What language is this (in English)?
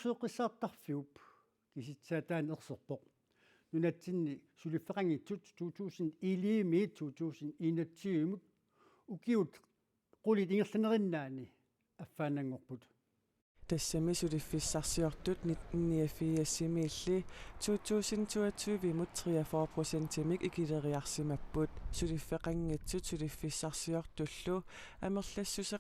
Kalaallisut